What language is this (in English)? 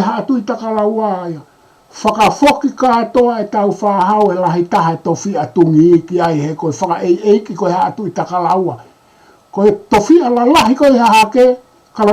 Tongan